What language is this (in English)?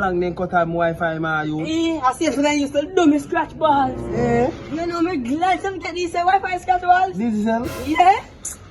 Jamaican Creole English